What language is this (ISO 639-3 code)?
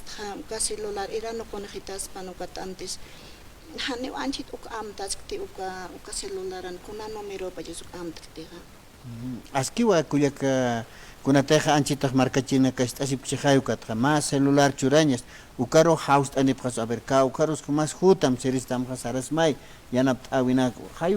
aym